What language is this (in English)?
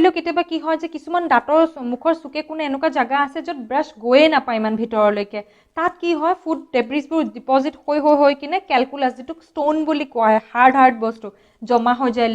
Assamese